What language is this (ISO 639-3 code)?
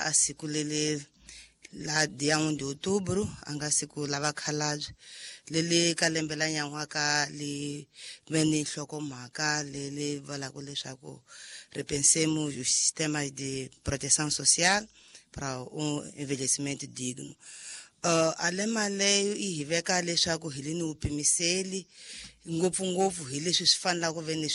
tso